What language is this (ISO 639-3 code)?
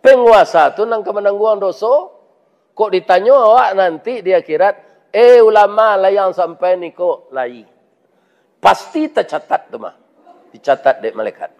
min